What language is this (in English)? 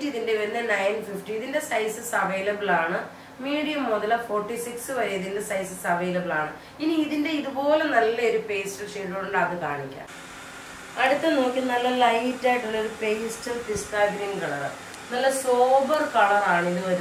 Malayalam